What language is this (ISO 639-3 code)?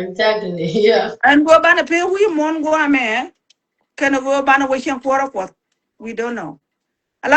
nus